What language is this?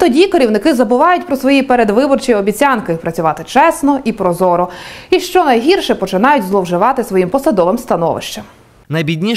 Ukrainian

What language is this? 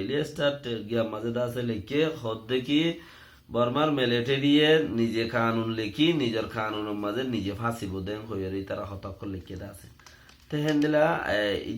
Rohingya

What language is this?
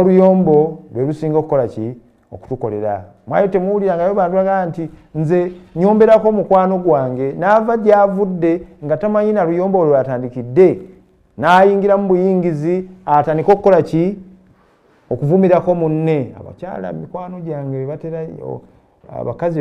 Ganda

